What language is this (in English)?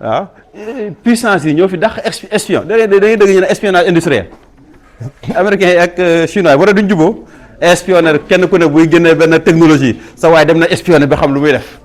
Wolof